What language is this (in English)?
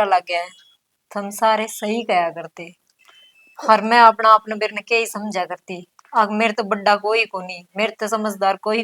Haryanvi